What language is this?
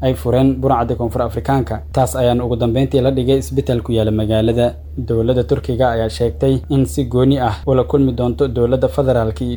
Somali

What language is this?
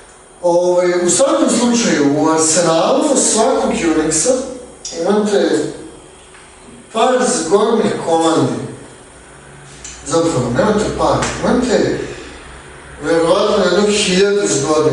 Serbian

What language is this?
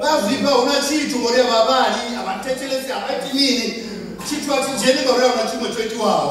Venda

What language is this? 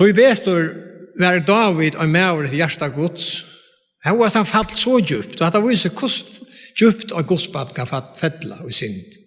Faroese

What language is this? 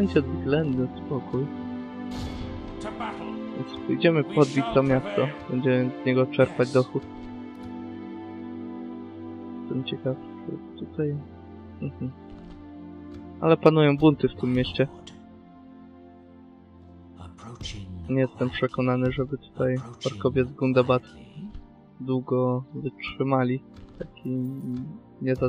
Polish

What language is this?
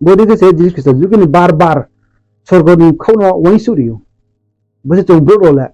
Riang (India)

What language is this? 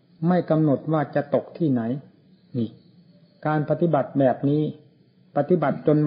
Thai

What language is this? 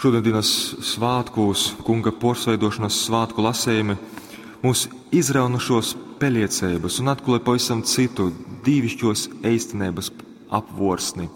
Latgalian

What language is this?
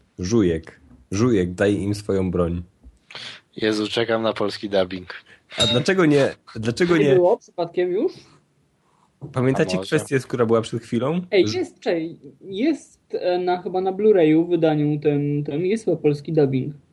Polish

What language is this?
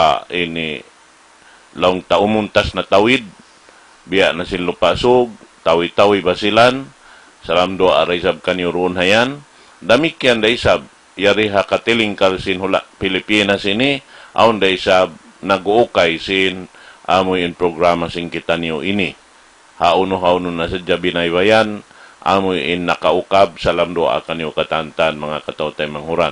Tausug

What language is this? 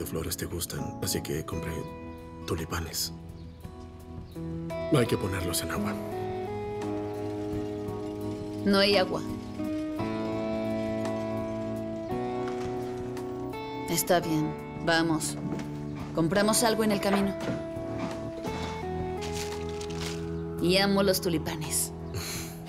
Spanish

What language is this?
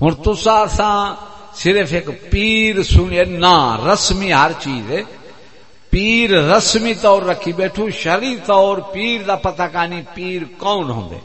Saraiki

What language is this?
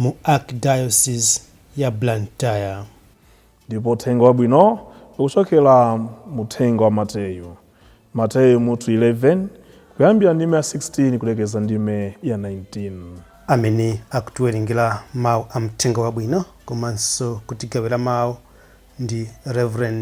Nyanja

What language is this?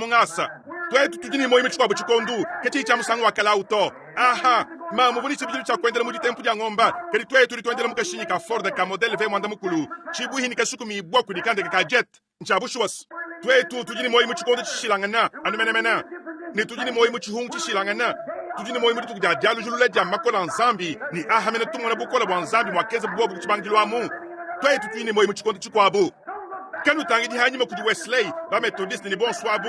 Luba-Lulua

